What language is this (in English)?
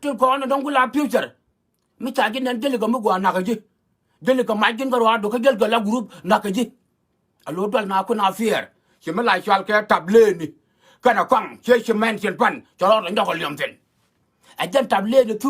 Nuer